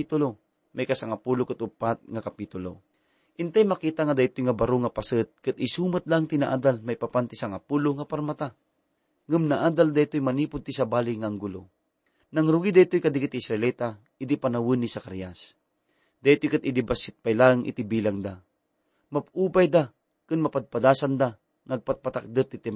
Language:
Iloko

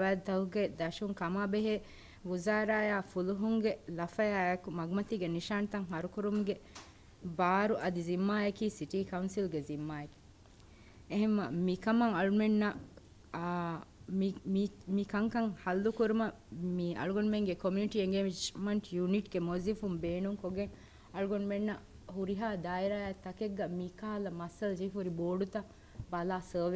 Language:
Divehi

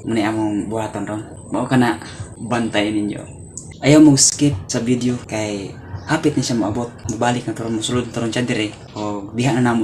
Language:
Cebuano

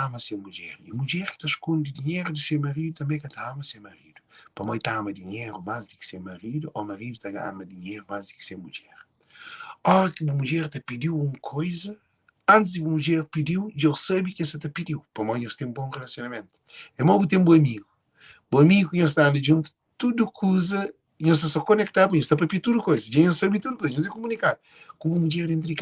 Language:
Kabuverdianu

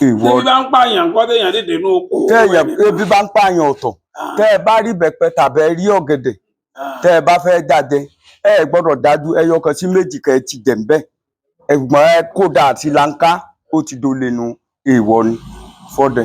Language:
Yoruba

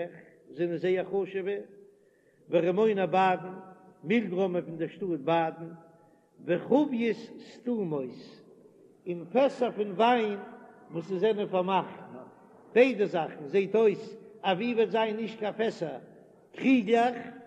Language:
Yiddish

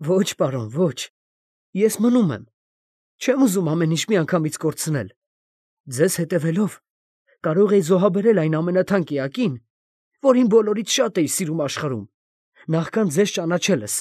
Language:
Armenian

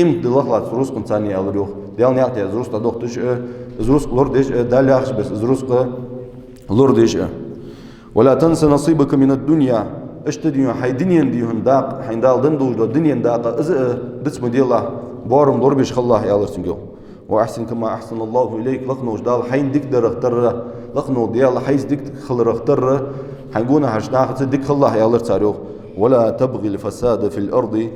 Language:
Ingush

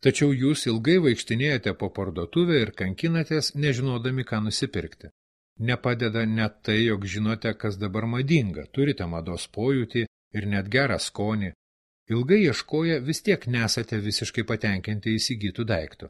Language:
Lithuanian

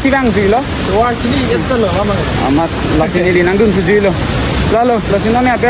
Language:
Karbi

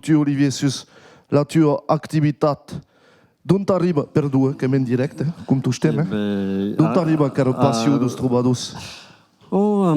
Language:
Occitan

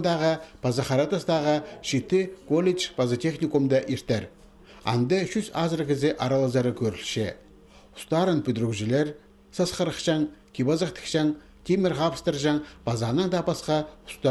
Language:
Khakas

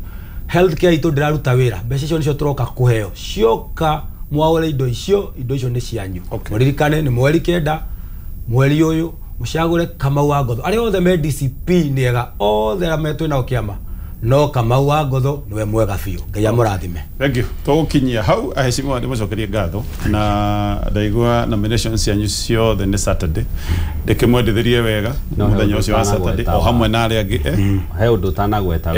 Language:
Kikuyu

